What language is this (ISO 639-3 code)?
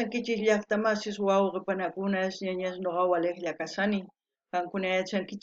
quh